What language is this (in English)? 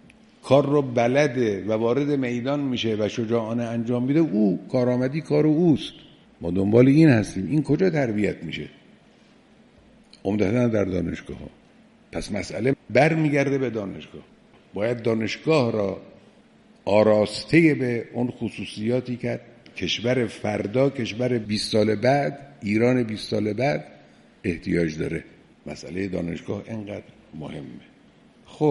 Persian